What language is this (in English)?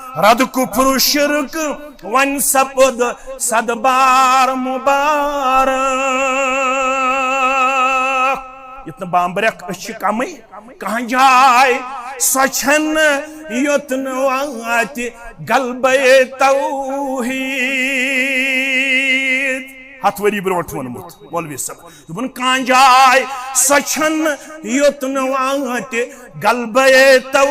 Kashmiri